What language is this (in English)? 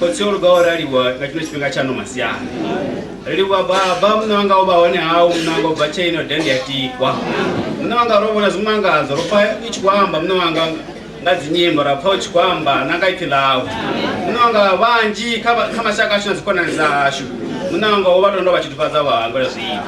Venda